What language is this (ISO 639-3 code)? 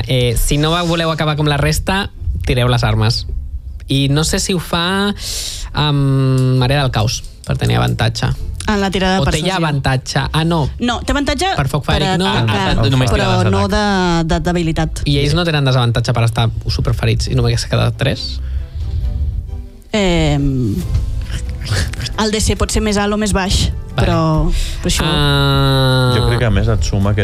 cat